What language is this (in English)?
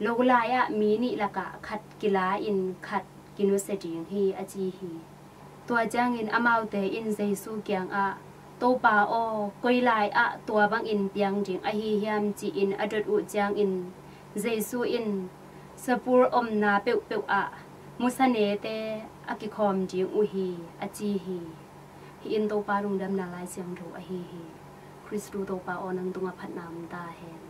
Tedim Chin